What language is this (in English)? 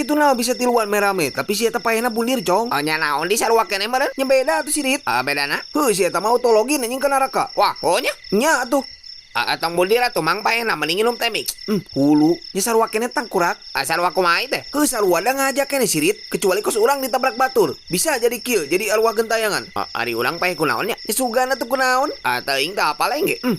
Sundanese